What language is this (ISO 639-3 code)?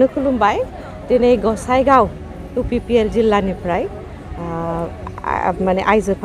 brx